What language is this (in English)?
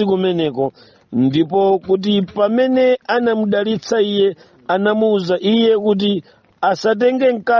Nyanja